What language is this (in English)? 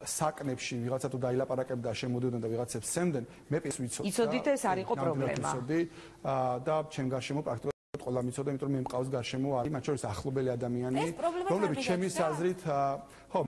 Georgian